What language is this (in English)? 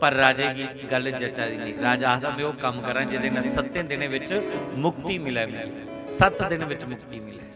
Dogri